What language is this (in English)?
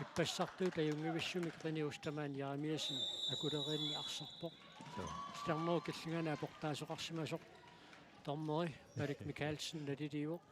Kalaallisut